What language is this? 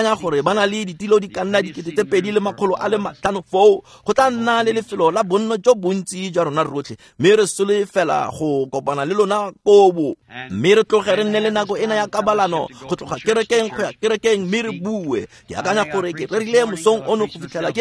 Tswana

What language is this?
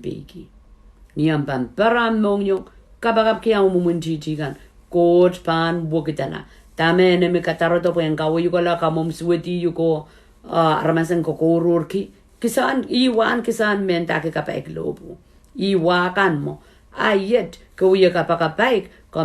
Pohnpeian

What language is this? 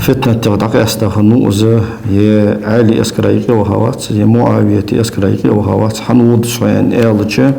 Ingush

